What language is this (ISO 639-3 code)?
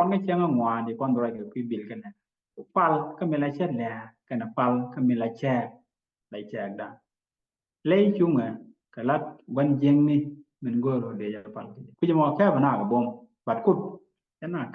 nus